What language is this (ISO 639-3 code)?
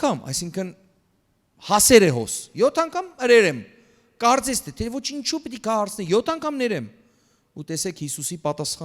hyw